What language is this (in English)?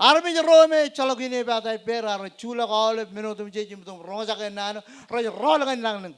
Marshallese